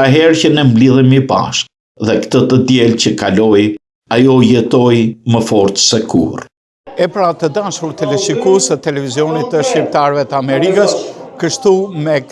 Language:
Albanian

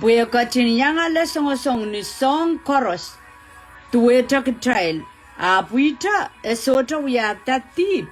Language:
Pohnpeian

